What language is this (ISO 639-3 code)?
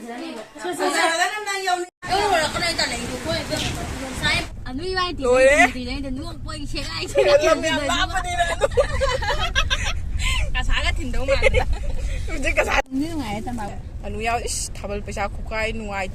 mni